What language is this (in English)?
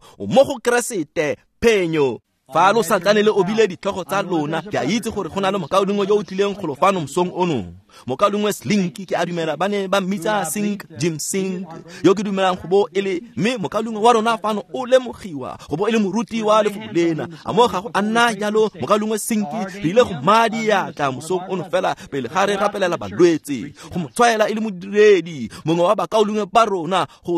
Tswana